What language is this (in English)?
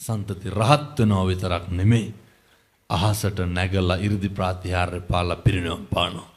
Sinhala